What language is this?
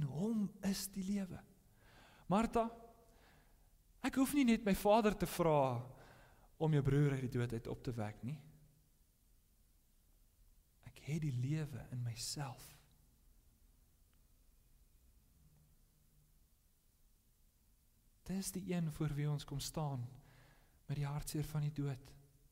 Afrikaans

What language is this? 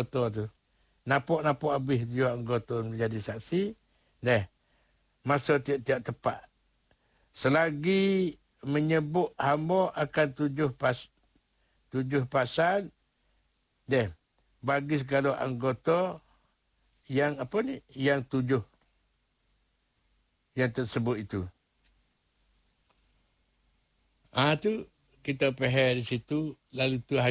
Malay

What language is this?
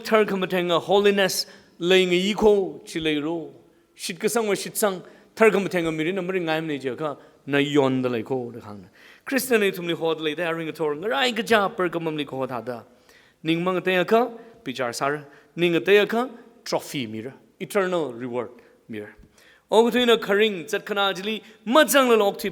Tangkhul Naga (India)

